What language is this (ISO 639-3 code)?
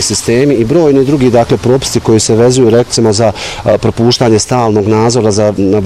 bos